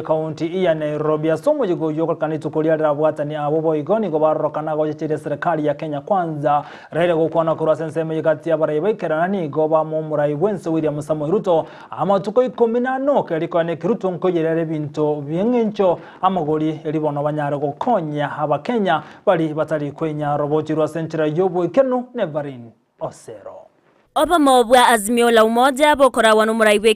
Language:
Gusii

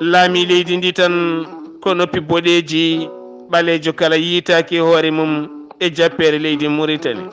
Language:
Fula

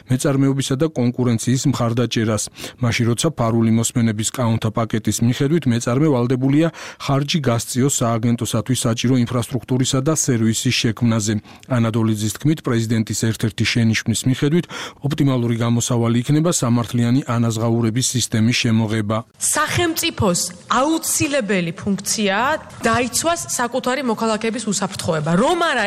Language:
Georgian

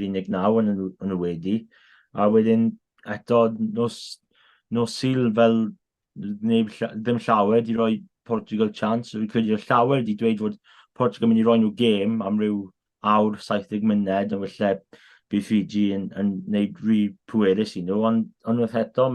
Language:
Welsh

